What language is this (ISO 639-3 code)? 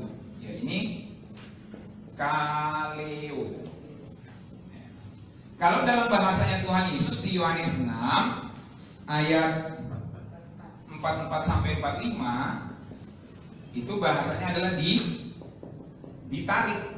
ind